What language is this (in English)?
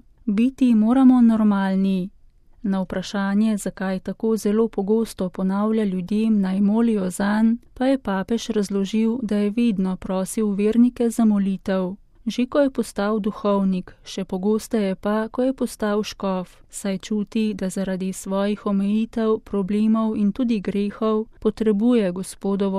Slovenian